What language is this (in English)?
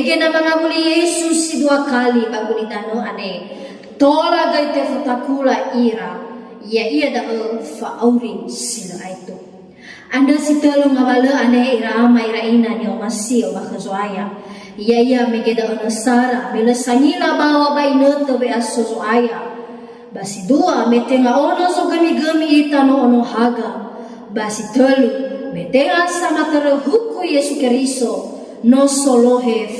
Nias